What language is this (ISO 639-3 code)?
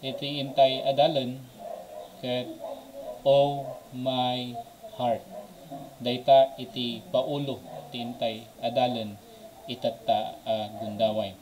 ilo